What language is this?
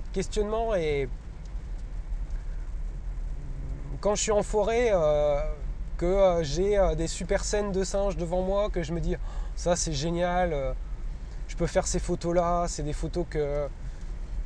French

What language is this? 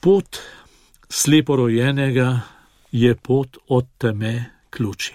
Slovenian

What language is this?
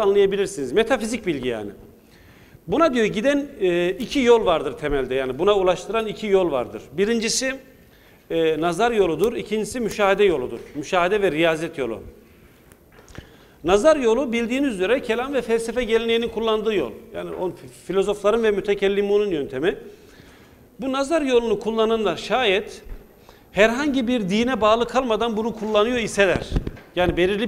Turkish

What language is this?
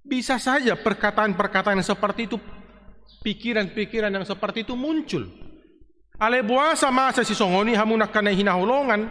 Batak Toba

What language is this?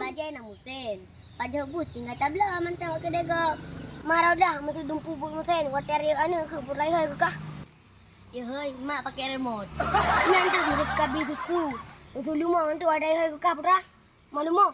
Achinese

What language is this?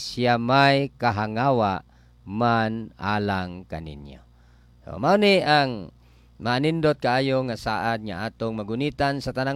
Cebuano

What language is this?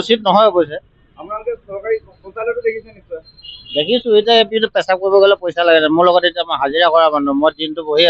Assamese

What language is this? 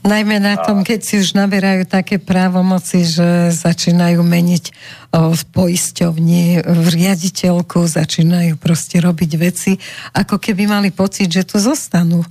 Slovak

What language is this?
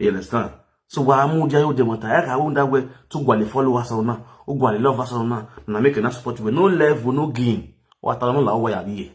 Nigerian Pidgin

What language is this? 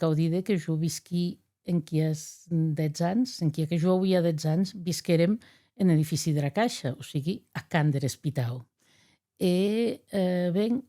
Occitan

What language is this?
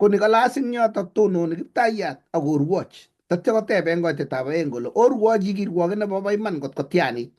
Kalenjin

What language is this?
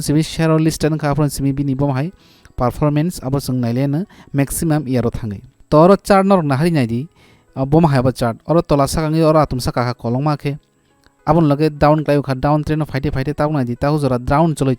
Kok Borok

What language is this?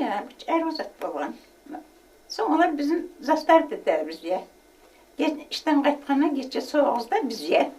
Kumyk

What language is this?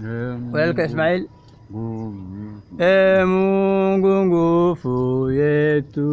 Somali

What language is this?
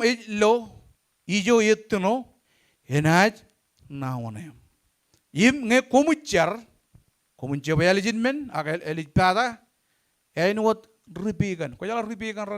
Marshallese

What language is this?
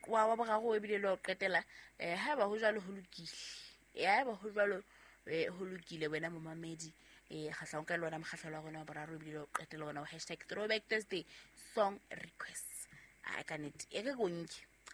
Southern Sotho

